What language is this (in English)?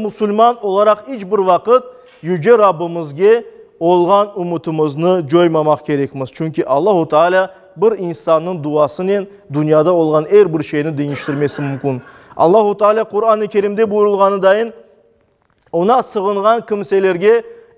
Crimean Tatar